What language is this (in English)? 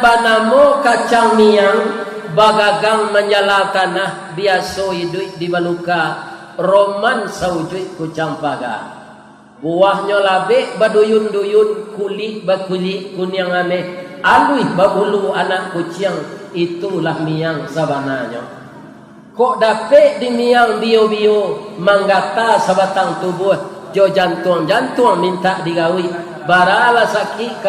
Minangkabau